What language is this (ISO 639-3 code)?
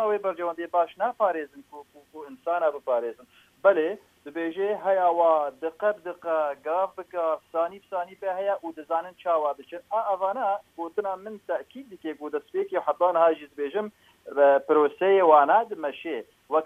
kur